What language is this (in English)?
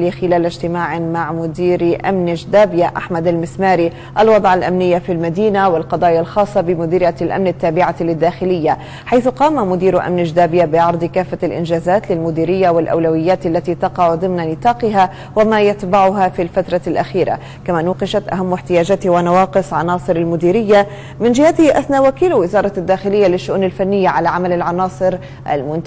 Arabic